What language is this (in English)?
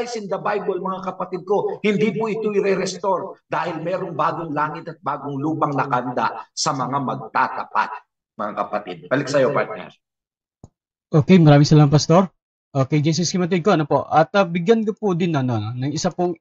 Filipino